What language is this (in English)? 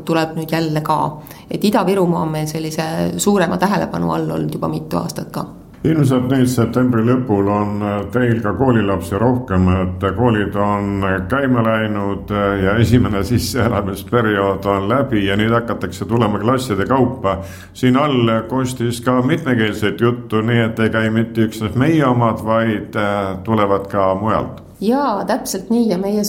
Estonian